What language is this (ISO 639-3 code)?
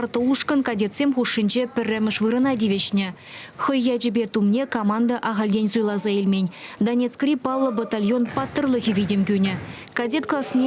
chv